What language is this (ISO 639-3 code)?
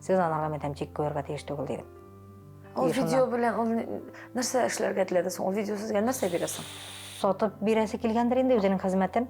tat